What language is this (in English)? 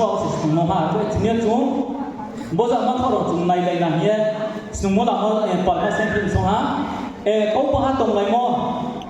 Riang (India)